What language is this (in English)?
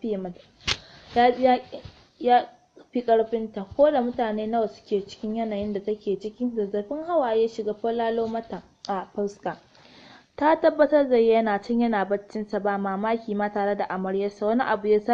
Hausa